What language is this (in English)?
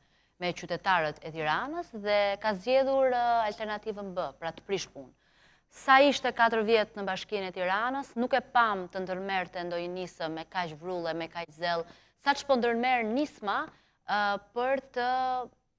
Albanian